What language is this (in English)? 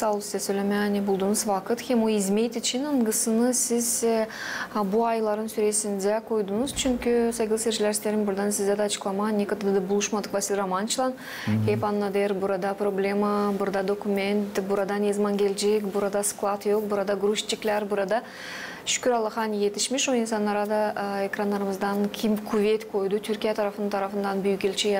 Gagauz